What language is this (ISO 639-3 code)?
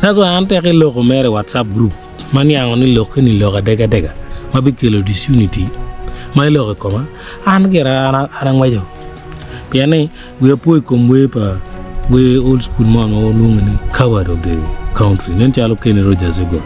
ach